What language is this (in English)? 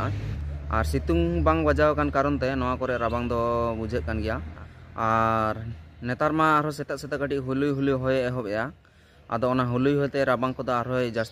Santali